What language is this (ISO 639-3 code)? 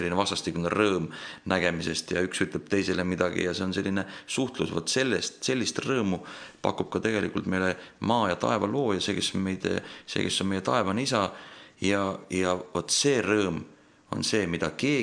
est